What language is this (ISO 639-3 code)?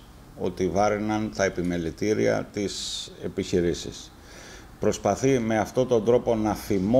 ell